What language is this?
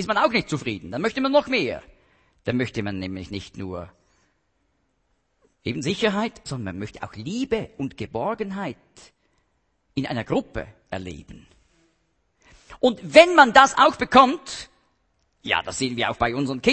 German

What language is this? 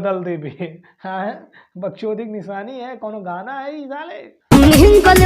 Bhojpuri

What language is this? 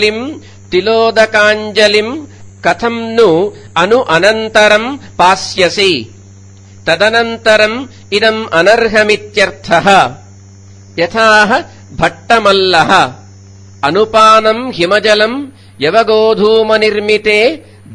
Sanskrit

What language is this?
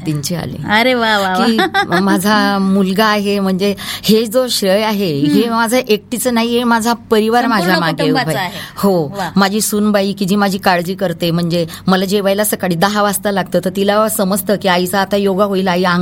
Marathi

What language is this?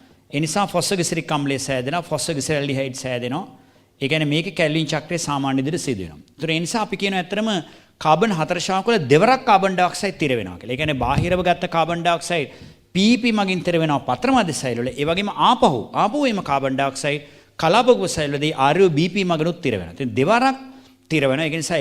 Sinhala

